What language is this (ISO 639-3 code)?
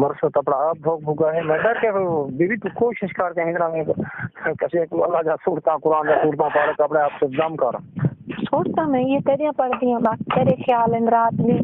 skr